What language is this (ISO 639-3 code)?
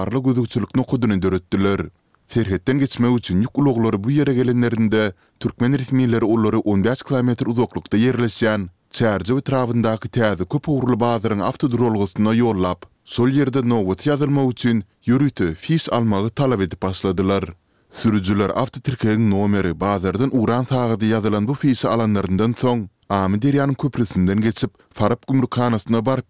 tuk